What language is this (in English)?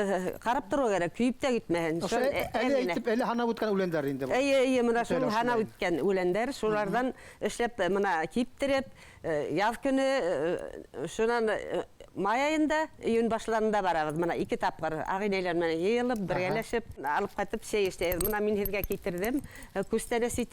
Bashkir